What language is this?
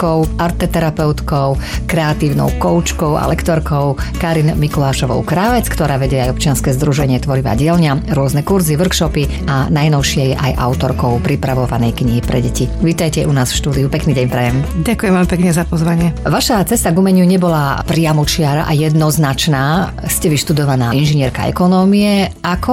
Slovak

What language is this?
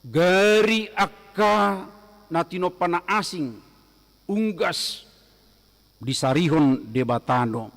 Batak Toba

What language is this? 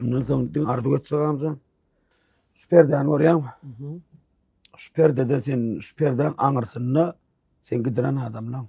Turkmen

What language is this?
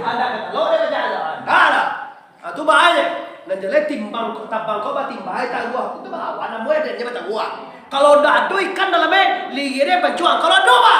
Minangkabau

